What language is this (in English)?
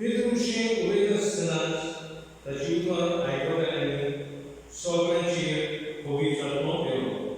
Konkani